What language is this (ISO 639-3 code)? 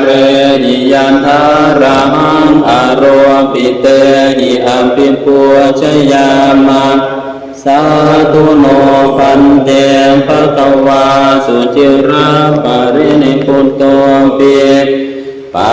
pli